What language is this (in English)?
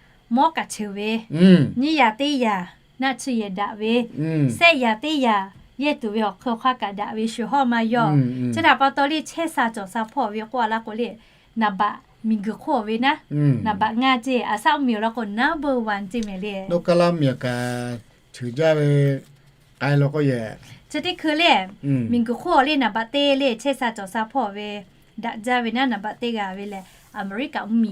Lahu